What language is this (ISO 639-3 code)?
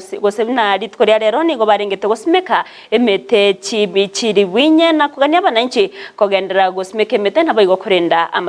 guz